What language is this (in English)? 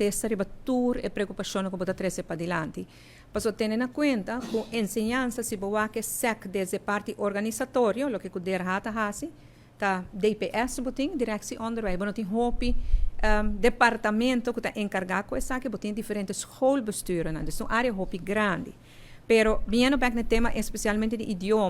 Papiamento